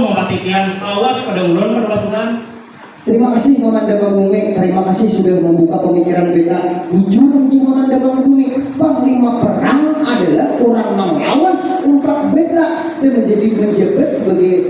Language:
Banjar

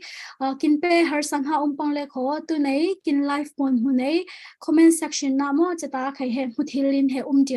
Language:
Falam Chin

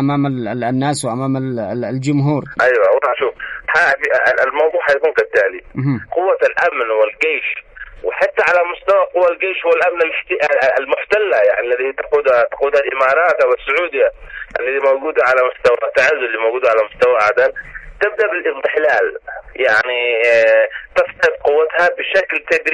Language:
Arabic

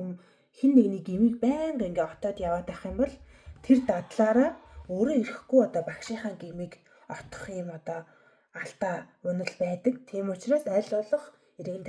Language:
Mongolian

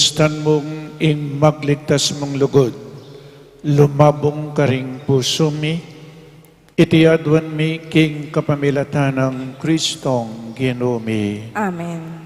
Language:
Pampanga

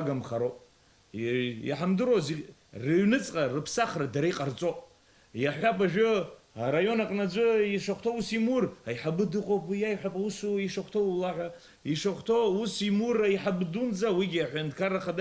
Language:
Abkhazian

